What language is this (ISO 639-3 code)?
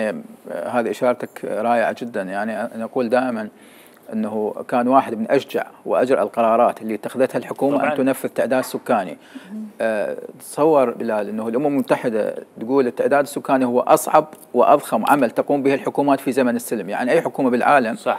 acm